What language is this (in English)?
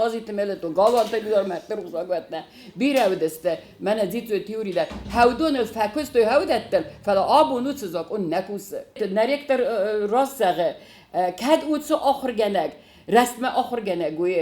Ossetic